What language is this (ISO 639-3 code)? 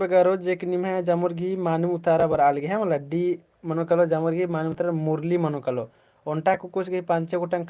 kru